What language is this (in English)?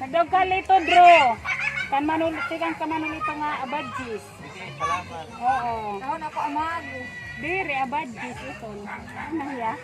Waray